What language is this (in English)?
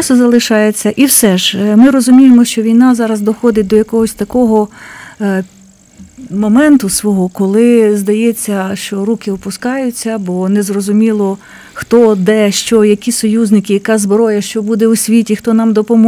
Ukrainian